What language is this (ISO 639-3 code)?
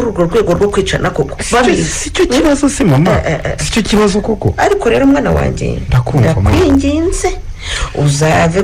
kin